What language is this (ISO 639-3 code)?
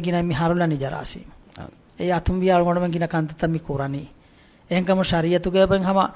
div